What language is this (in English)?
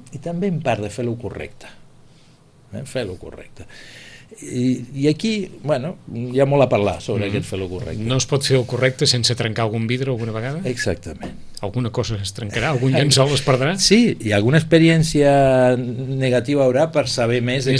Catalan